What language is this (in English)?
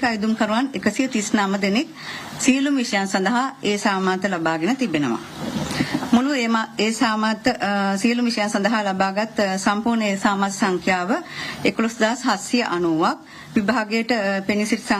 Sinhala